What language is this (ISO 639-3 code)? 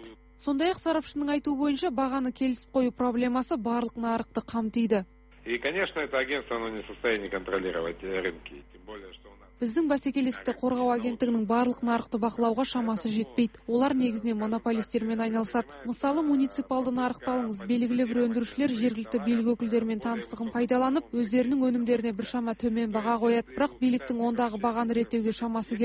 kaz